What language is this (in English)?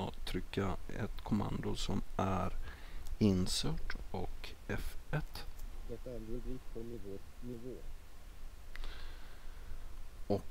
Swedish